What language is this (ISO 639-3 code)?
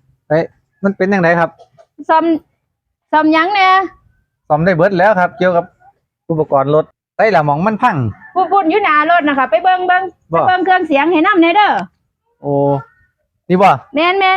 tts